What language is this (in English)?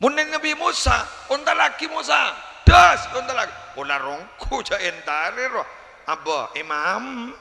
Madurese